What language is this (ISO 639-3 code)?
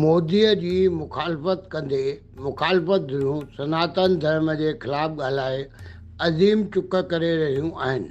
snd